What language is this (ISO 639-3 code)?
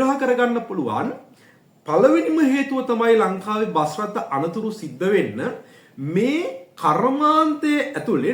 sin